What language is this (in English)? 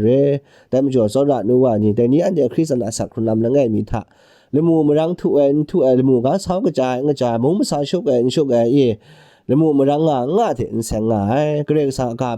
Kachin